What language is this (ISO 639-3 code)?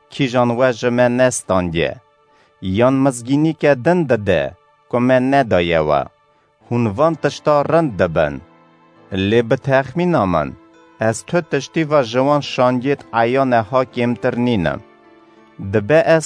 kur